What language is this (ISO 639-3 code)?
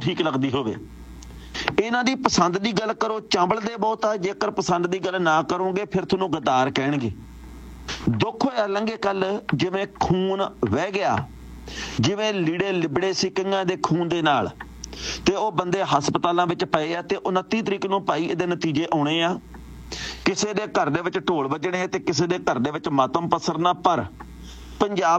pan